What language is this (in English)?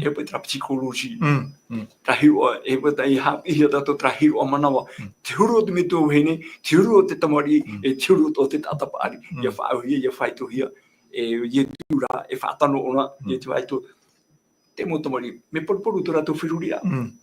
Tahitian